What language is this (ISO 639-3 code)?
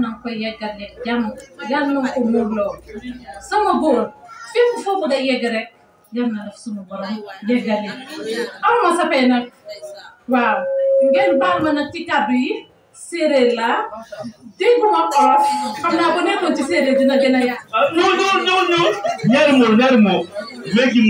wol